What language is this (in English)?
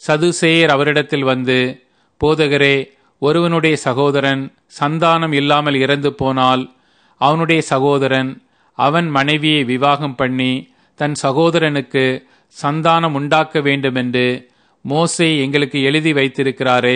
Tamil